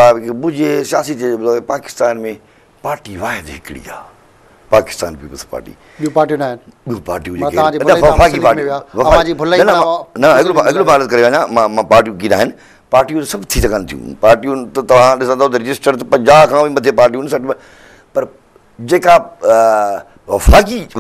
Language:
Sindhi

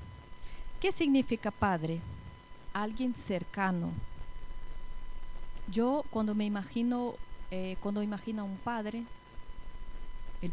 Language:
Spanish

